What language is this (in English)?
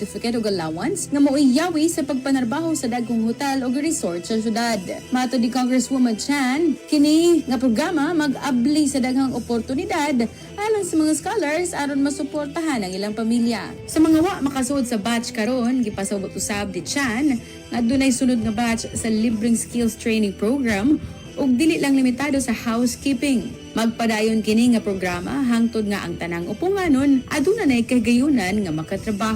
Cebuano